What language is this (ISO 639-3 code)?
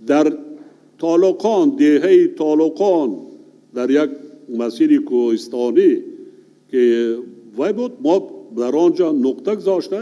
tgk